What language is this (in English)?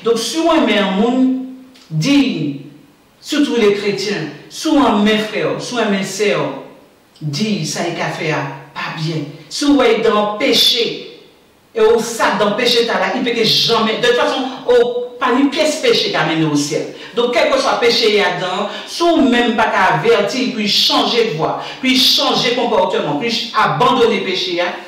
Guadeloupean Creole French